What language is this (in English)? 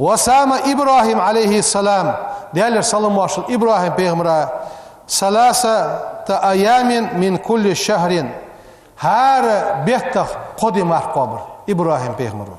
Ingush